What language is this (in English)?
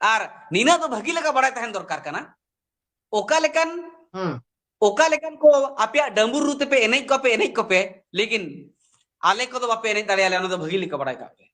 Santali